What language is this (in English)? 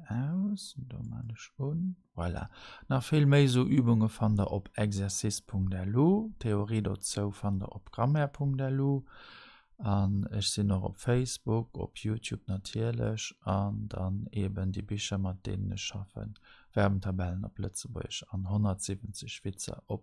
Luxembourgish